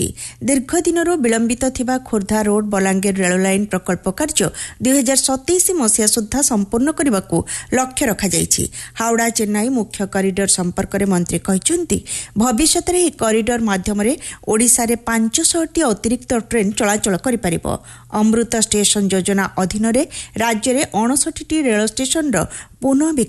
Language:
Odia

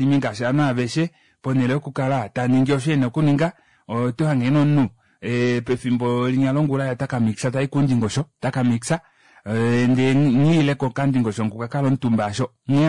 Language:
Kuanyama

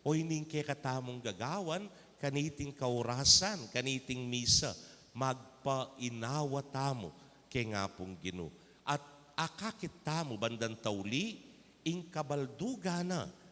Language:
Pampanga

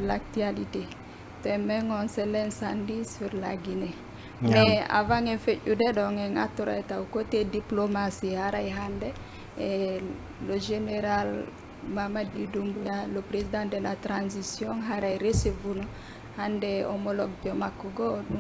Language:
Fula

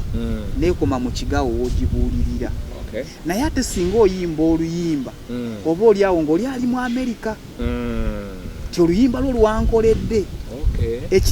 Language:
Ganda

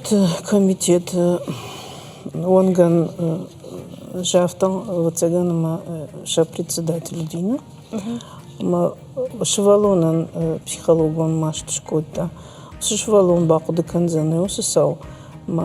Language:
Ossetic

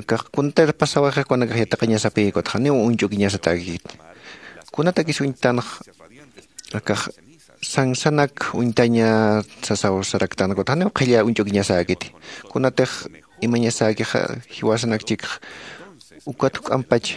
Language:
Aymara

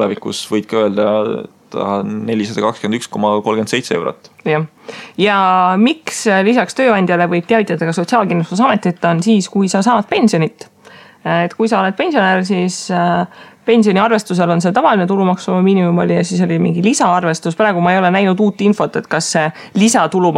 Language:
Estonian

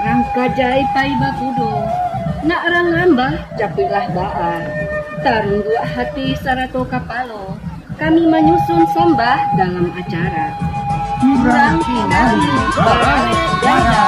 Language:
Minangkabau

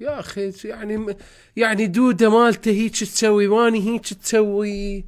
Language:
Mesopotamian Arabic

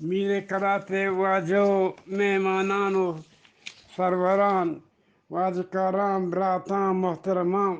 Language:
Eastern Balochi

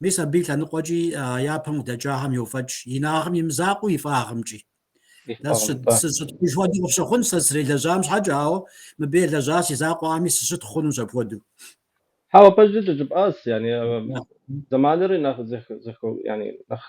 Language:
Kabardian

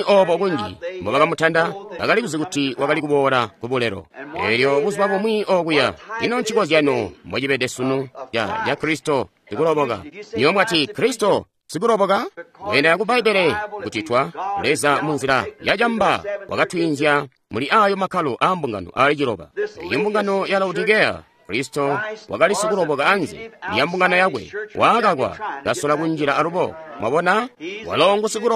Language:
Tonga (Zambia)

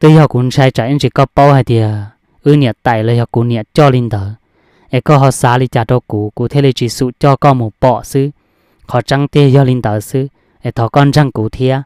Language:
Hmong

